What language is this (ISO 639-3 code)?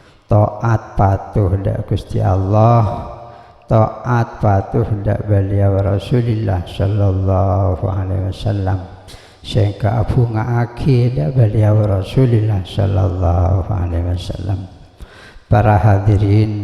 mad